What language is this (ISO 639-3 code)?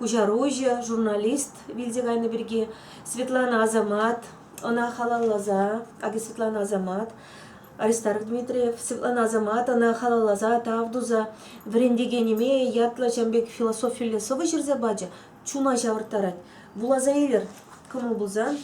chv